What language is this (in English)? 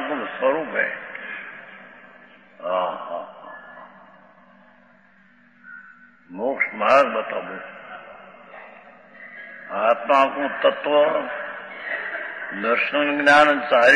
Hindi